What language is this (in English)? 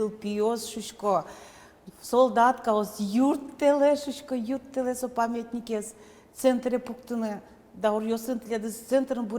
Udmurt